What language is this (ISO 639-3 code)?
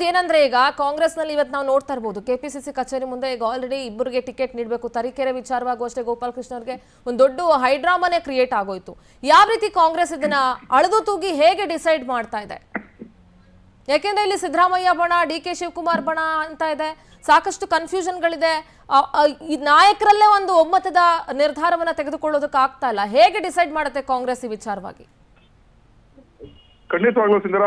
kan